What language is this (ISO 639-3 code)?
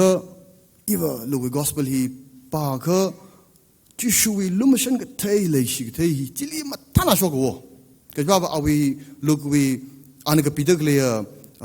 nmf